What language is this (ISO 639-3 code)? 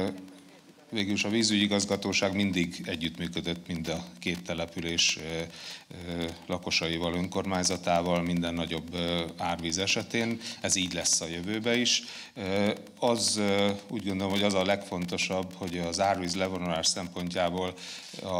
hun